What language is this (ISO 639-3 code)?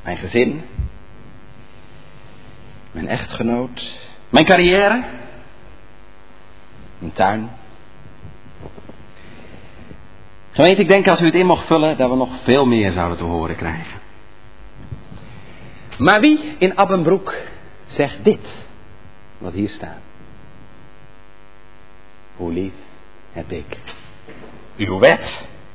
nld